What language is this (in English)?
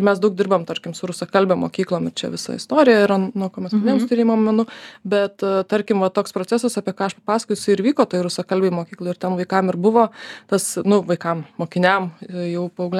Lithuanian